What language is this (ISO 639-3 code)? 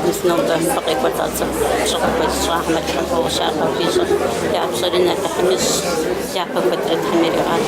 kbd